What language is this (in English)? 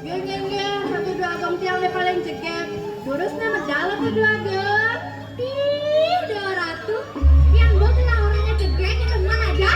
Balinese